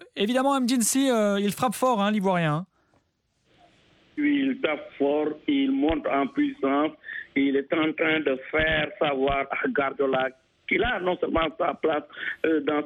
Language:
French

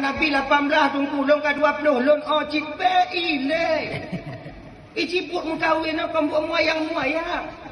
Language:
Achinese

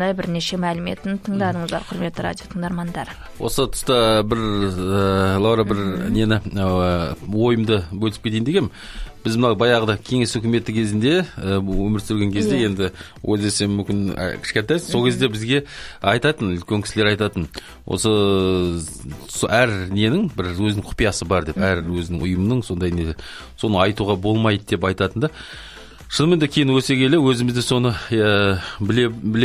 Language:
Kazakh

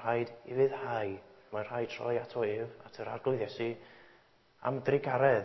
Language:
Welsh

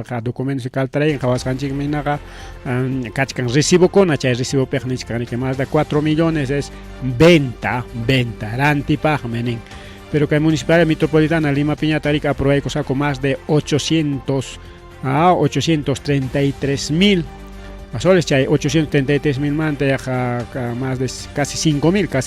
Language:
Ayacucho Quechua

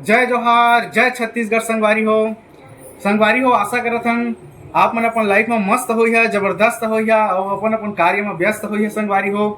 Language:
Chhattisgarhi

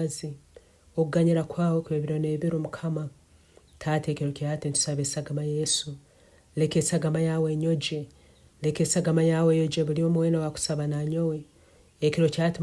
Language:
Nyankole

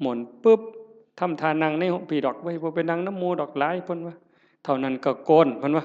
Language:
Northeastern Thai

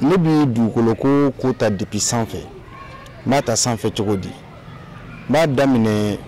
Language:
Bambara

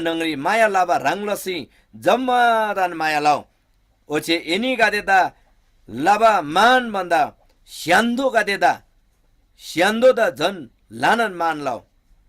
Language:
Eastern Tamang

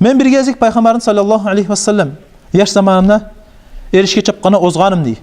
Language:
Kumyk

